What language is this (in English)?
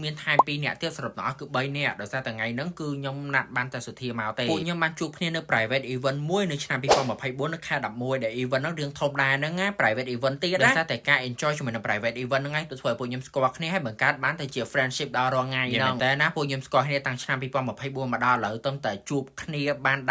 Khmer